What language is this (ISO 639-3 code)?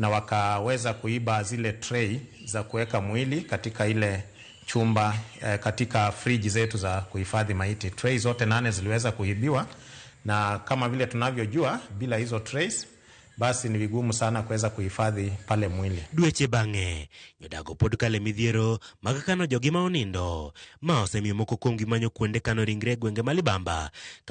luo